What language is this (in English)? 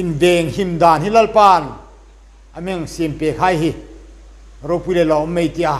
Hmar